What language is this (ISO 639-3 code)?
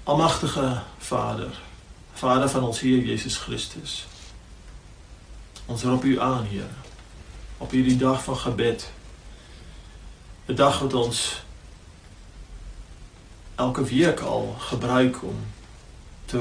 afr